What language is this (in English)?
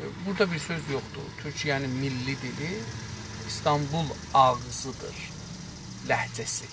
South Azerbaijani